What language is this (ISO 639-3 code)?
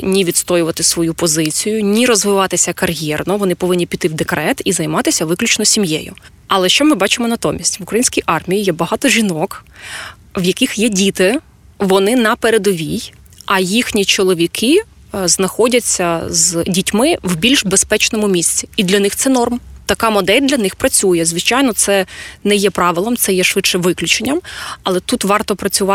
ukr